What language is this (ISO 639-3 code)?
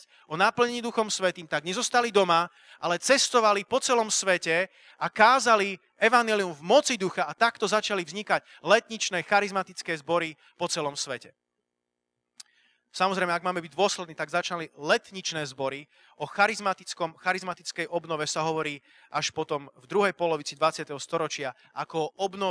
slk